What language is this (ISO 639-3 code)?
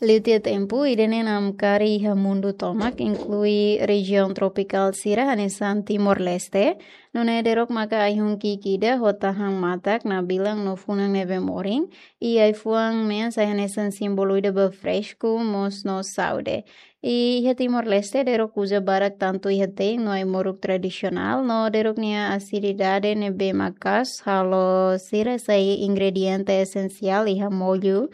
tet